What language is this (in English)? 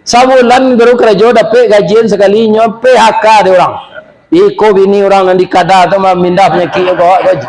Minangkabau